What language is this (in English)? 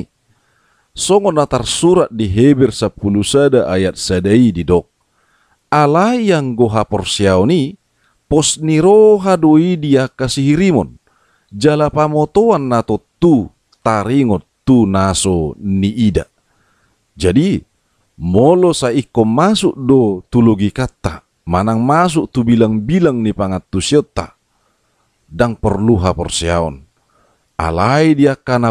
Batak Toba